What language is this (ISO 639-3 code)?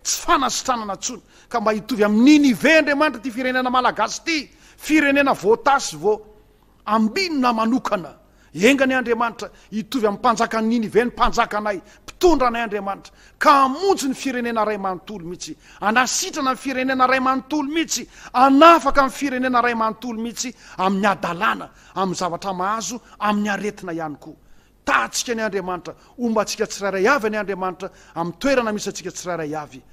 mlg